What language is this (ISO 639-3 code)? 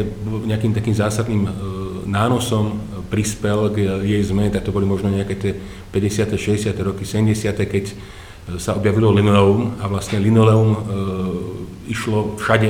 slk